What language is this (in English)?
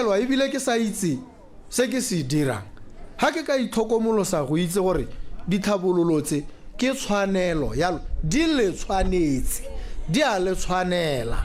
Tswana